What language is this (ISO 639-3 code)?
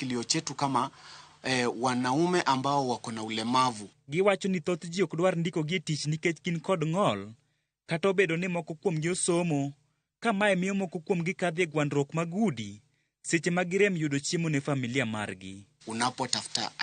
luo